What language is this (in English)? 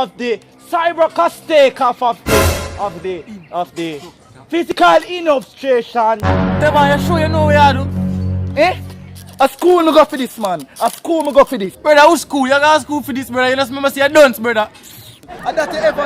Jamaican Creole English